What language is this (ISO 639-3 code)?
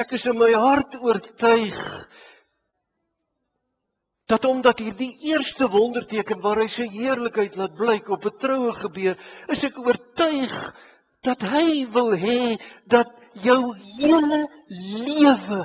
afr